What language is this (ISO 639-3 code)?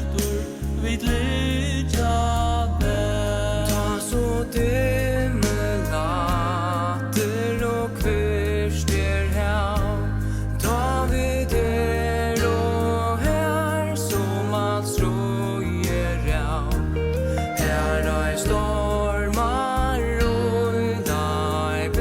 fao